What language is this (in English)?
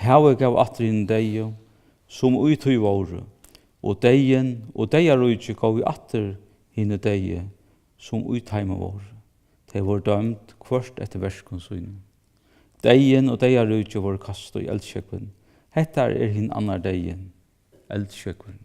Faroese